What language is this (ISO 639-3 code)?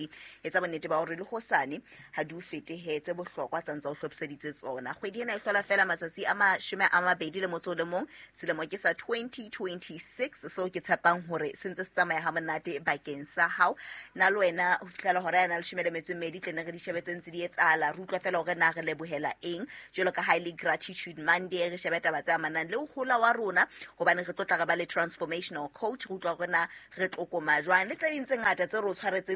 sot